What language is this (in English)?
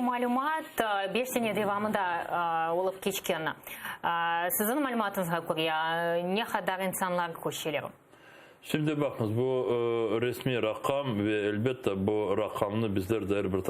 Crimean Tatar